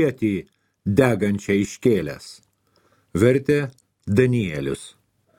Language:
Lithuanian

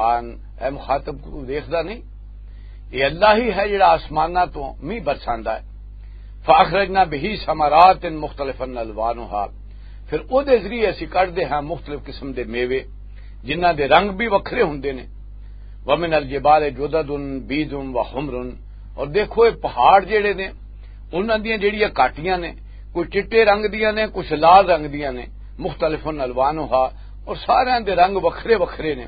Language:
Western Panjabi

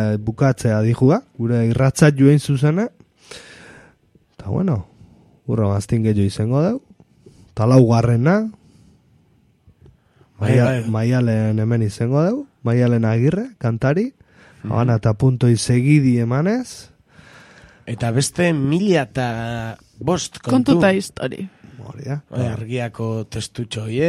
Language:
Basque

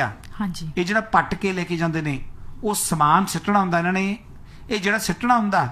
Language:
Punjabi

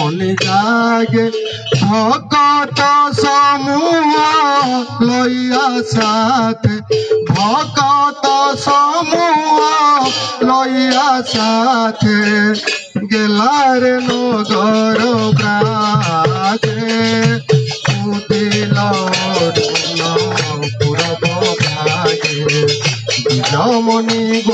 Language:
Odia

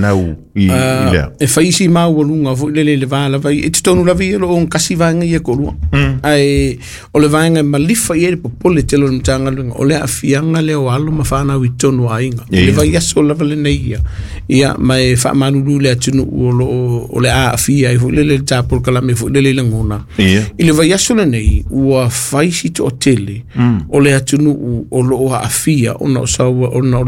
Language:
Samoan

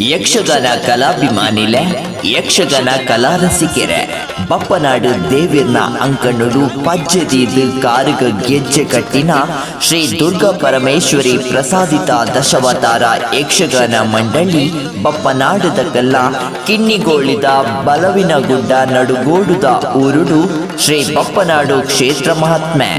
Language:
Tulu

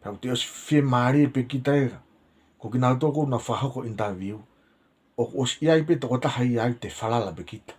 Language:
Tongan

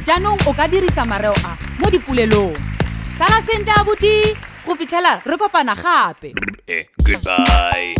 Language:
Tswana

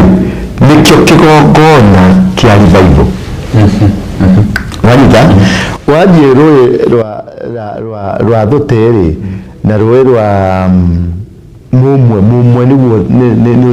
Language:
Kikuyu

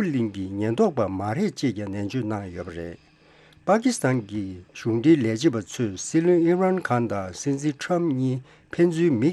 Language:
Tibetan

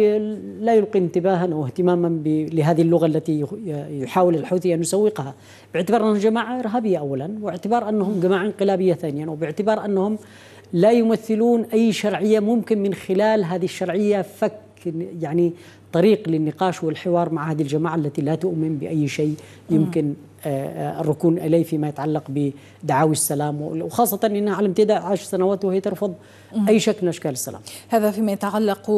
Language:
Arabic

